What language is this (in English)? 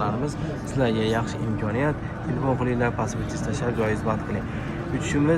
Uzbek